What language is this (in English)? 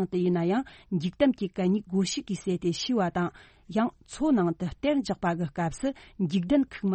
Tibetan